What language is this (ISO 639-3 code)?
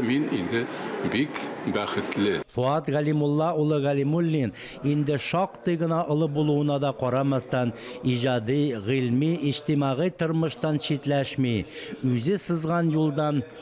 tat